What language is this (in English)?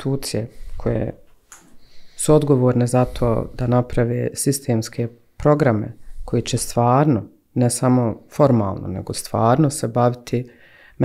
Bosnian